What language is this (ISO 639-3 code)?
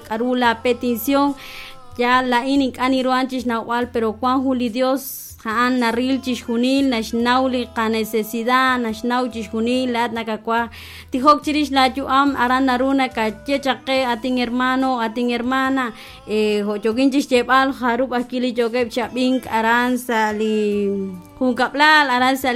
kek